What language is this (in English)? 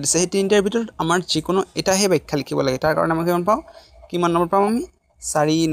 Assamese